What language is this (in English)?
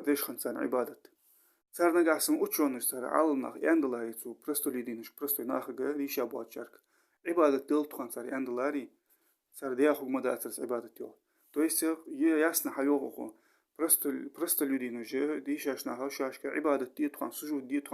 Ingush